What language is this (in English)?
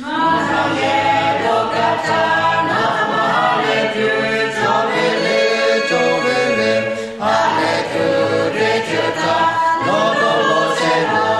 Lahu